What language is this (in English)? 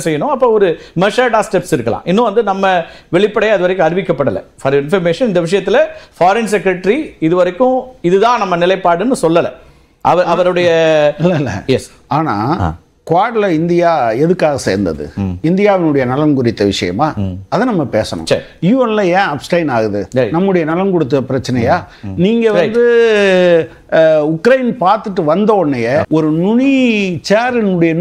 Tamil